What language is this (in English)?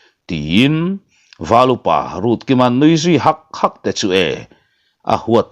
Mizo